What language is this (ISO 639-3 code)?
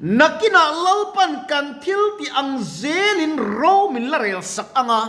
lus